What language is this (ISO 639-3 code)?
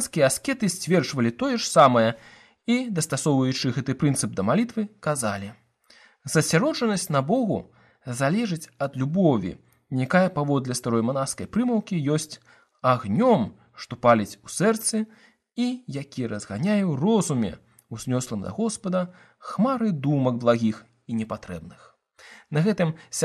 bel